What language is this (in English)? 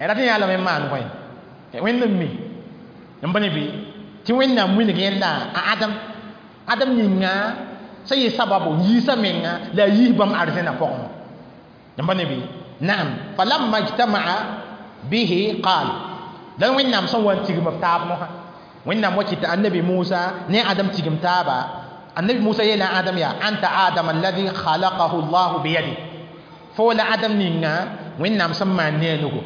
Mossi